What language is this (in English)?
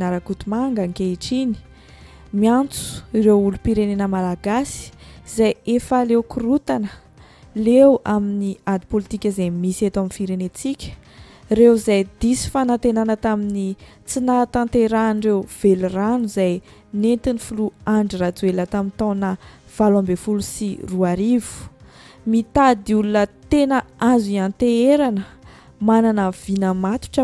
Malagasy